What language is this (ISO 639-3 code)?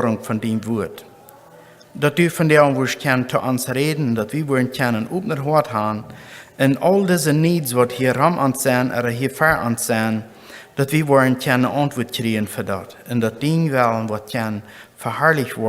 pdt